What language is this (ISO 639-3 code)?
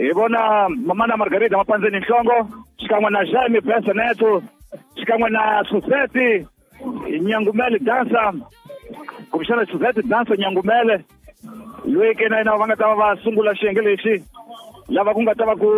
tso